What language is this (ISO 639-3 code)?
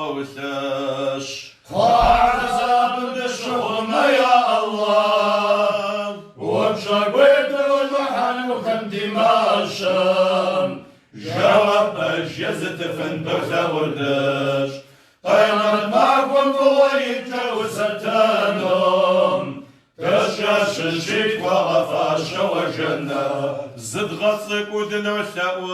kbd